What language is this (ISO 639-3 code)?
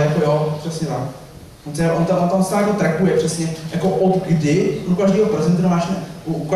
ces